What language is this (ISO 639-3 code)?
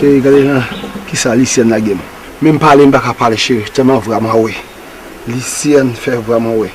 hat